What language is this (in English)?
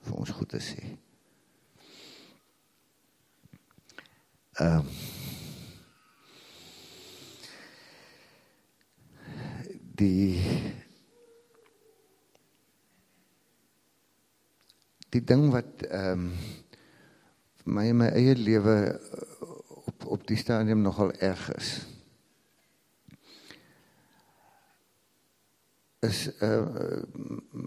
Afrikaans